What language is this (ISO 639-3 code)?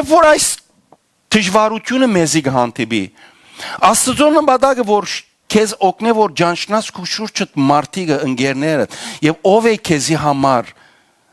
hyw